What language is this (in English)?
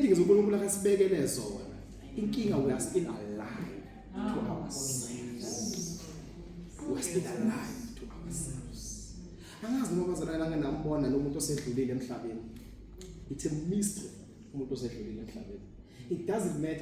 Zulu